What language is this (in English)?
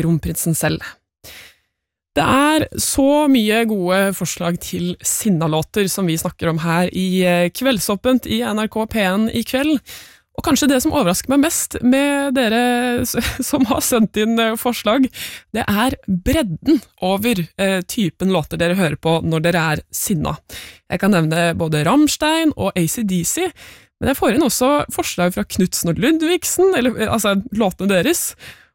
Norwegian